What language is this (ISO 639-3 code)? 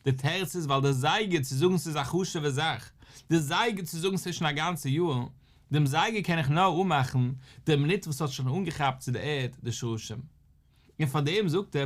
yid